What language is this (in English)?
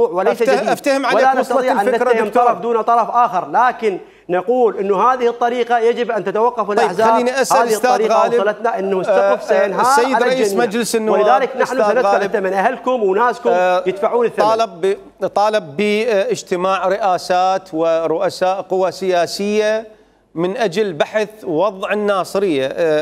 Mesopotamian Arabic